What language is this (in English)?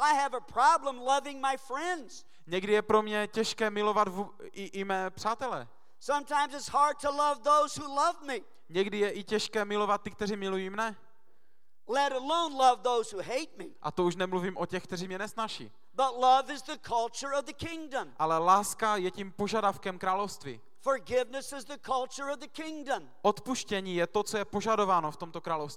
Czech